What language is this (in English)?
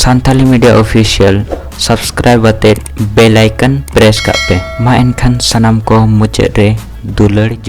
Santali